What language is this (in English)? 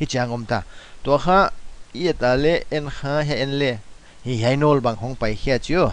Paite Chin